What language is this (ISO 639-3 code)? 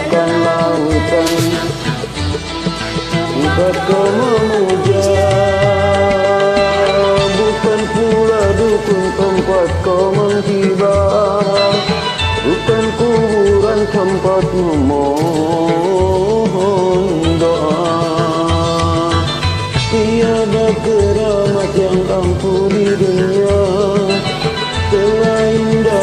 msa